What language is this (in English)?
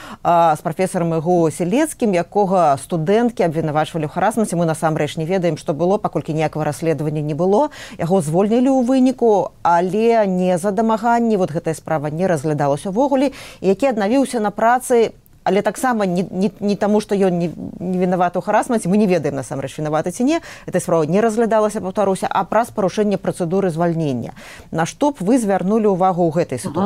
Belarusian